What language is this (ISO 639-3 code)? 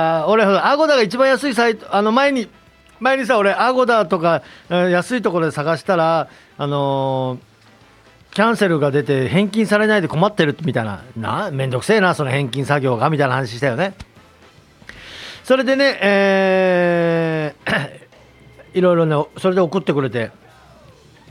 jpn